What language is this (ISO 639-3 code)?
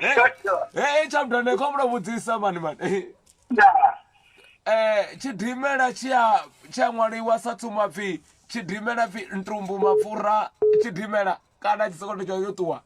ven